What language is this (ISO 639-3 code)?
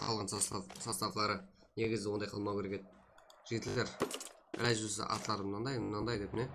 kaa